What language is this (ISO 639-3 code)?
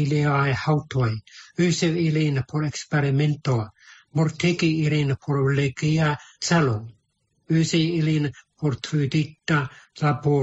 epo